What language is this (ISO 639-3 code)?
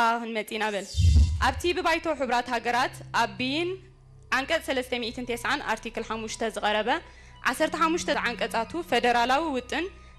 tir